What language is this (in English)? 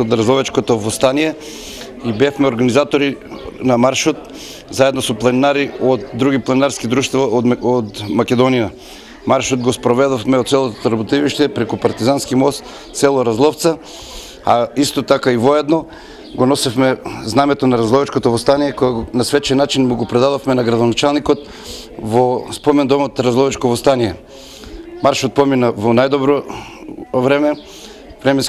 Macedonian